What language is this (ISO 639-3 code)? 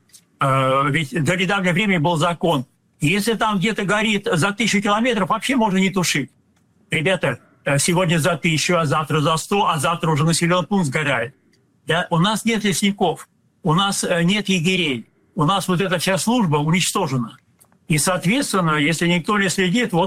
rus